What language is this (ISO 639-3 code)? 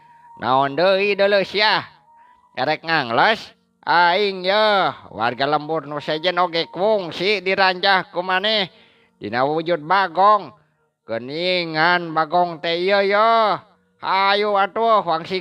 sun